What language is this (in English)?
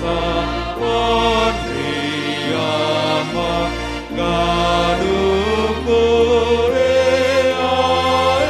Batak Simalungun